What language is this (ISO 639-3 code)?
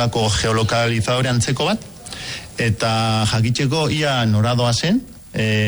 eus